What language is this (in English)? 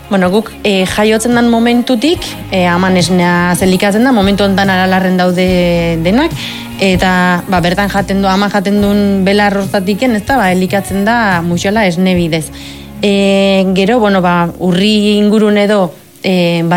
Basque